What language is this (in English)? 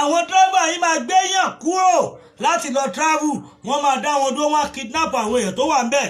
Yoruba